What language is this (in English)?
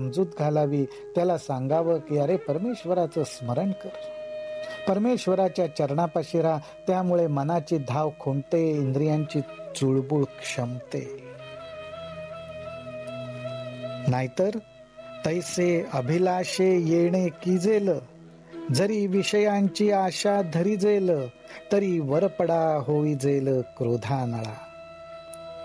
Marathi